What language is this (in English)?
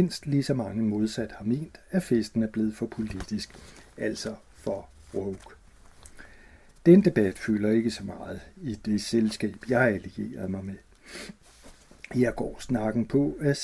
Danish